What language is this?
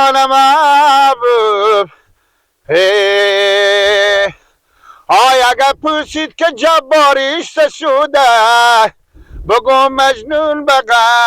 Persian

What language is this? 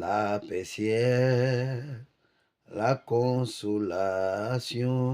Haitian Creole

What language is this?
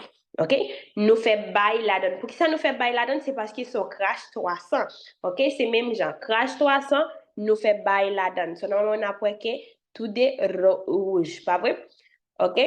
Haitian Creole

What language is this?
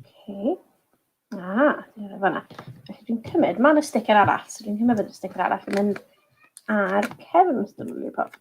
Welsh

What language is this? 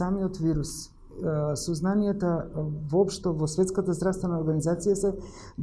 Macedonian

